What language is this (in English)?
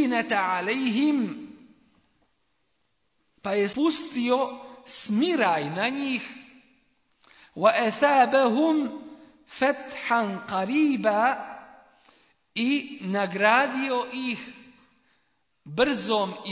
Bosnian